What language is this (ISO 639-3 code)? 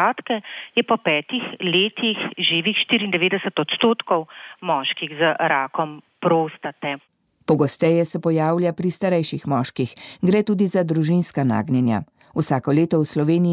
slv